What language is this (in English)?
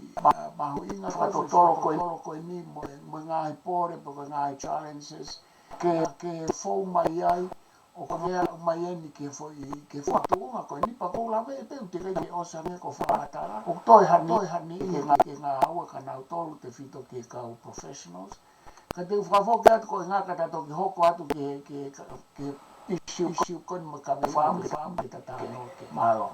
Tongan